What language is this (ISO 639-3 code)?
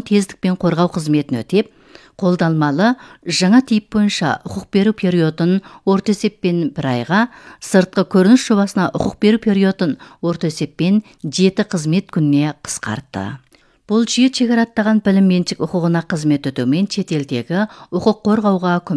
kaz